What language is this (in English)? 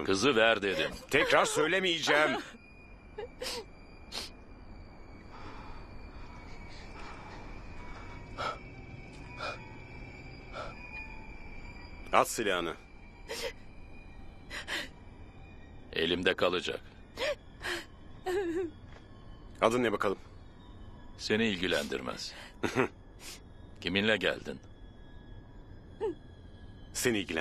Turkish